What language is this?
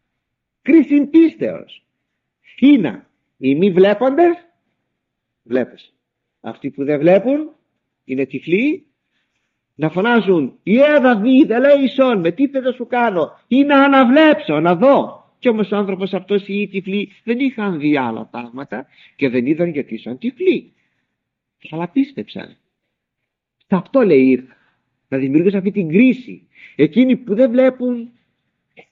Greek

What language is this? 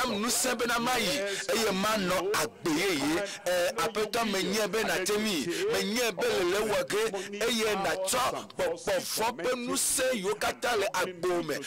Ewe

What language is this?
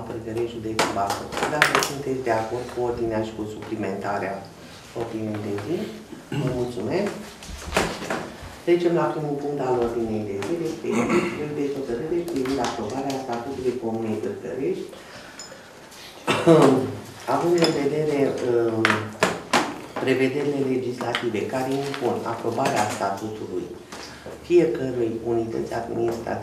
Romanian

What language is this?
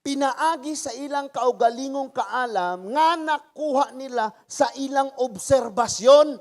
Cebuano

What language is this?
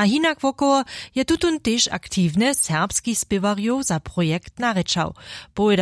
Upper Sorbian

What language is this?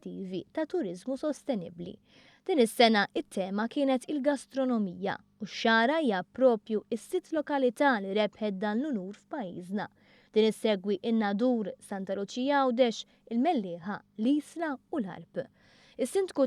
Maltese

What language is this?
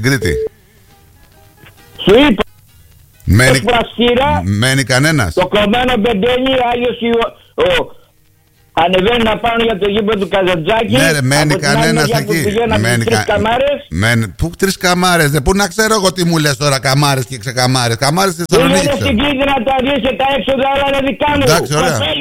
Greek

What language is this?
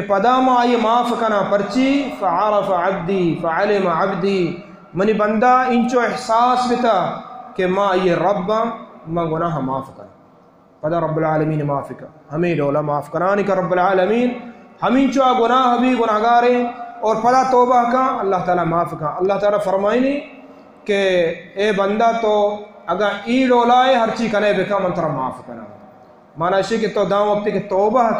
Baluchi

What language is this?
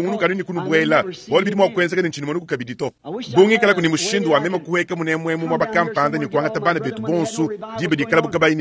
Luba-Lulua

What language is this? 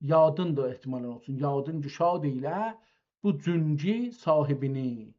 South Azerbaijani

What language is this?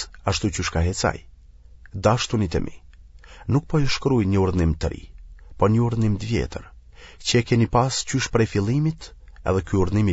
Albanian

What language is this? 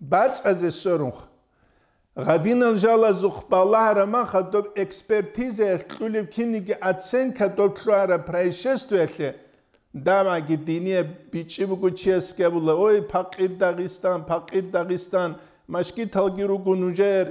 Avaric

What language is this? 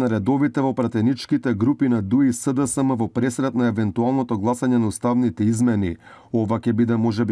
Macedonian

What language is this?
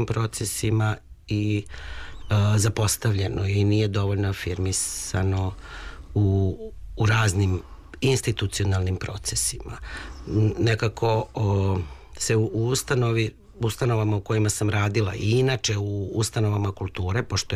Serbian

